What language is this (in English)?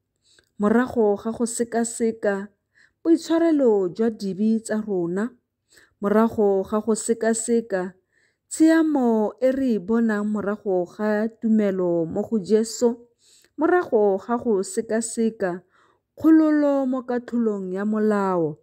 Tswana